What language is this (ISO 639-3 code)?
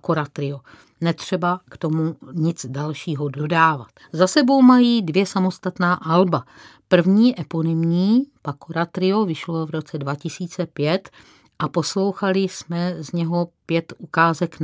ces